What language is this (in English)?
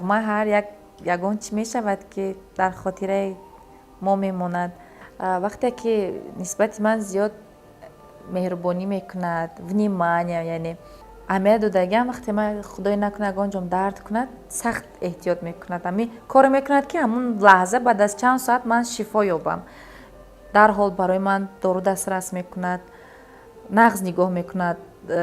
Tajik